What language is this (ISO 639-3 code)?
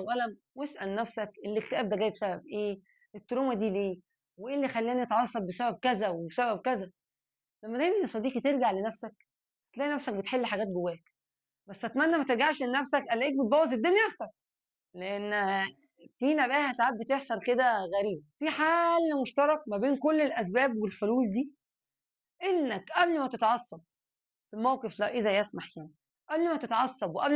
arz